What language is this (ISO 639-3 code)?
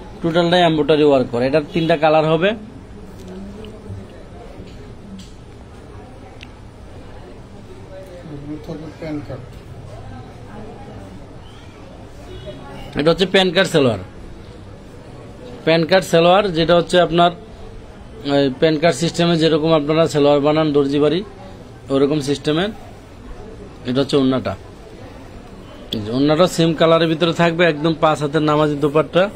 ben